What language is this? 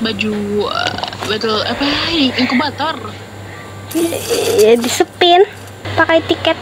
Banjar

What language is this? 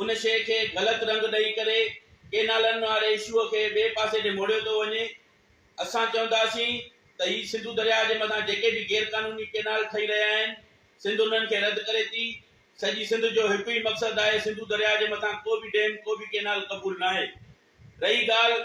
Sindhi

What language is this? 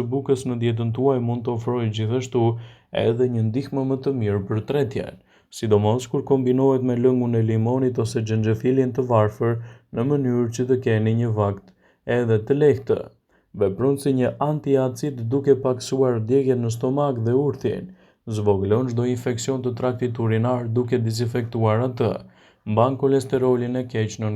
Albanian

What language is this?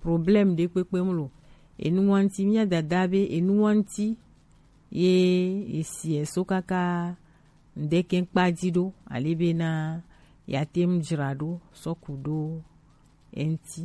Gen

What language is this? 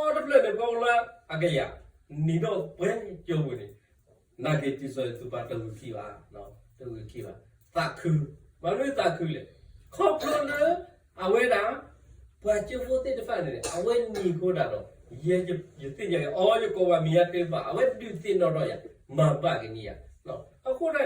S'gaw Karen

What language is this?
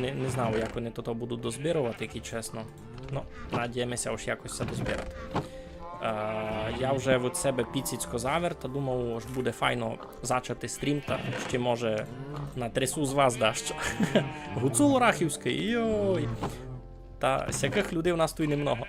Rusyn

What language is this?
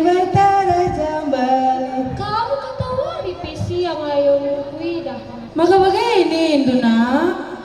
Batak Karo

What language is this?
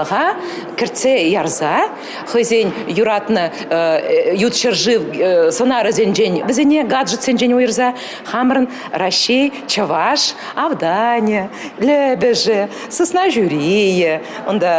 Chuvash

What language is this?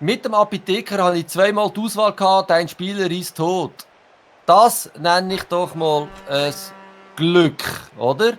Swiss German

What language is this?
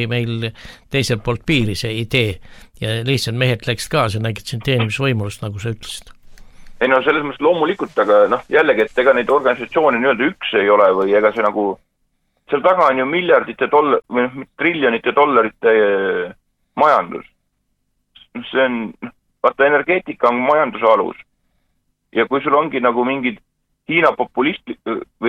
Estonian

